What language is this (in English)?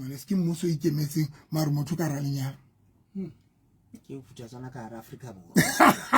Southern Sotho